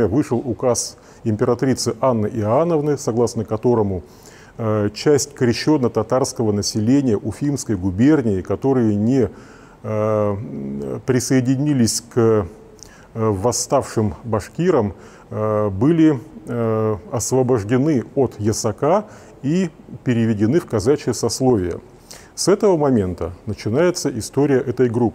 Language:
Russian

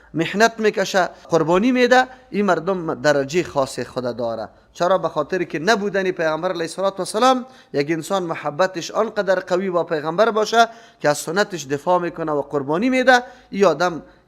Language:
Persian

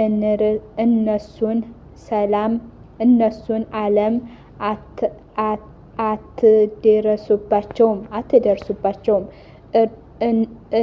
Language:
Amharic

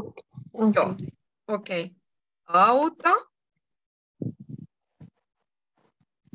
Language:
Finnish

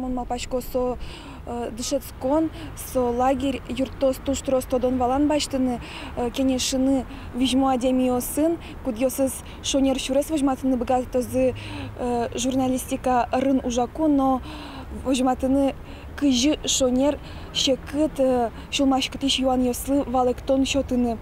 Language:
Udmurt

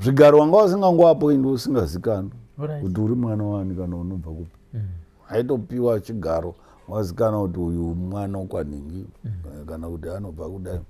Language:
Shona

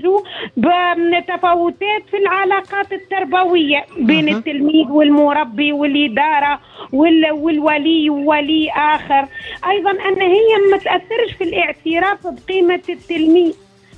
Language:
Tunisian Arabic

